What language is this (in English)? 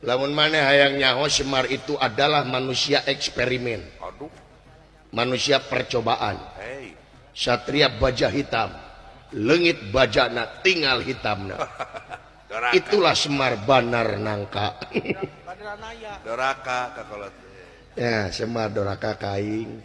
Sundanese